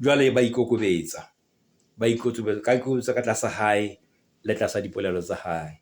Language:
Southern Sotho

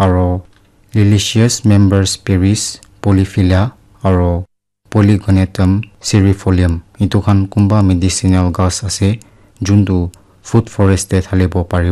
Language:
Naga Pidgin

